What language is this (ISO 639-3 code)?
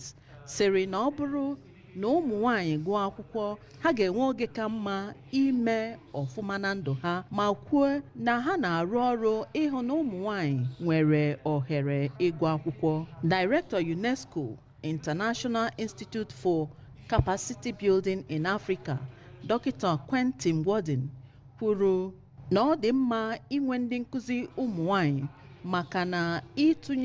ibo